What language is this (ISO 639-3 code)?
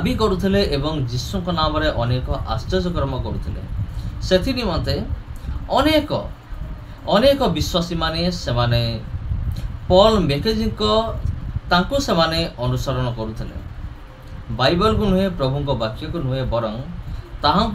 ori